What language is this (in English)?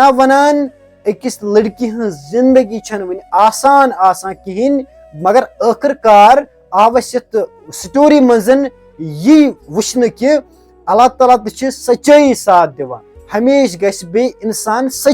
Kashmiri